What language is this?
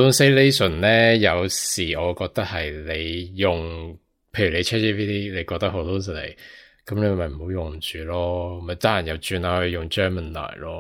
Cantonese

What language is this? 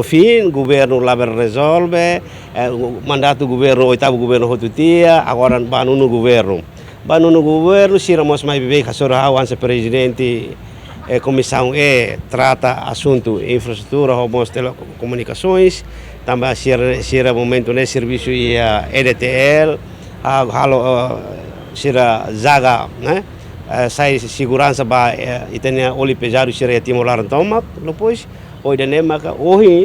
Tetum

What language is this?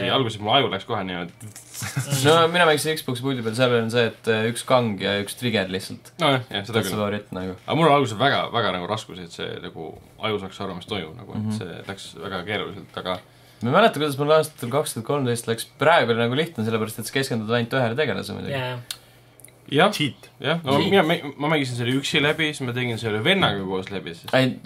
Estonian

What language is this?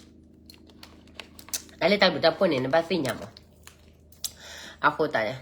S'gaw Karen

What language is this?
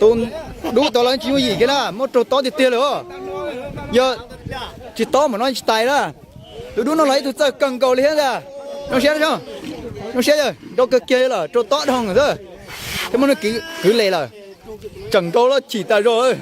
Hmong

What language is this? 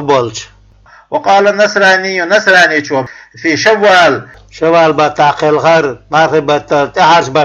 Chechen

